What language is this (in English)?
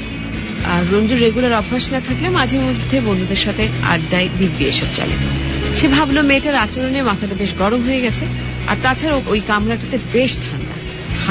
Bangla